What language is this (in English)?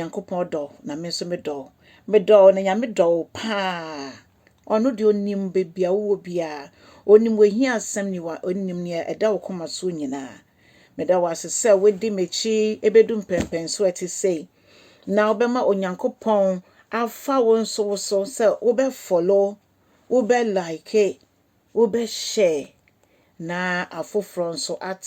Akan